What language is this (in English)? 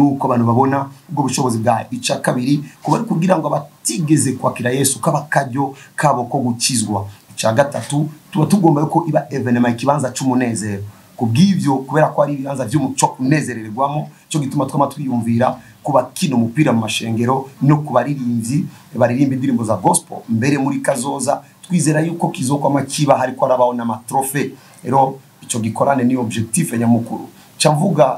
Rundi